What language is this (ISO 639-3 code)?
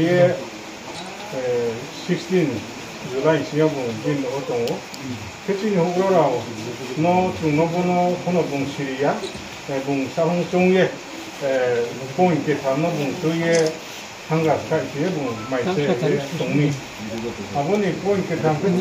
ria